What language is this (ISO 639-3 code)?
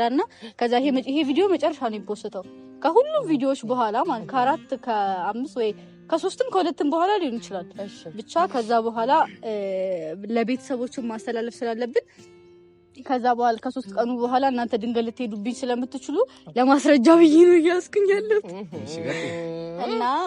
amh